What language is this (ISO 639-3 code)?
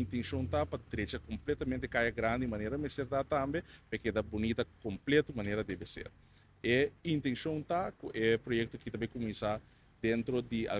pap